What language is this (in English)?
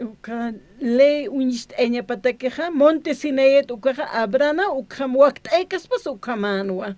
Aymara